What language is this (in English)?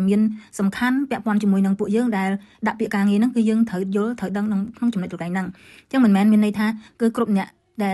Khmer